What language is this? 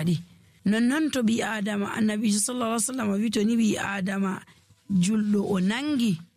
Nigerian Fulfulde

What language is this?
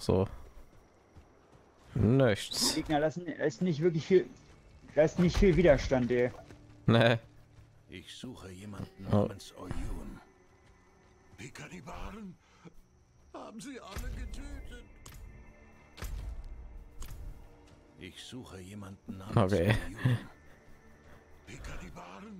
German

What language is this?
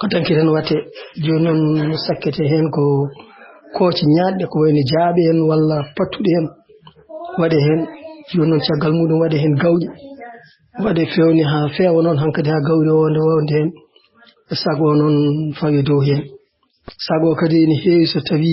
Fula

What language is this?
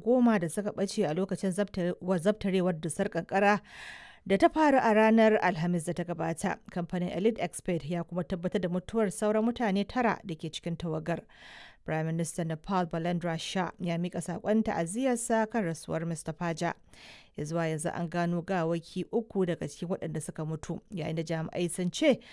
Hausa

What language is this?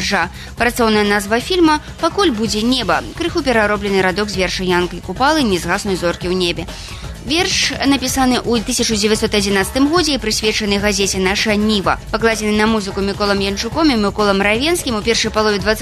Belarusian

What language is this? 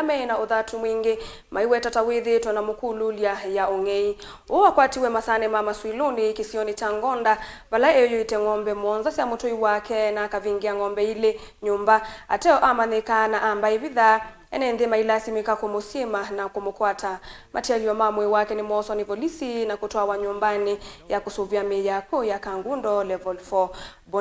Kamba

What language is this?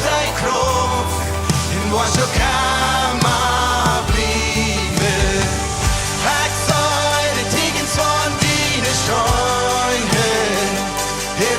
Plautdietsch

